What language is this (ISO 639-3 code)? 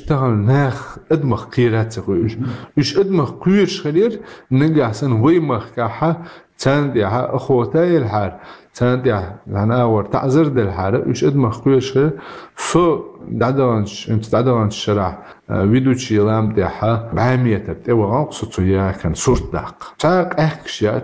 che